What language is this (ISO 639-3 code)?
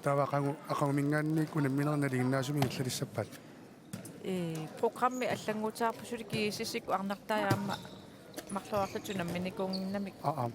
kal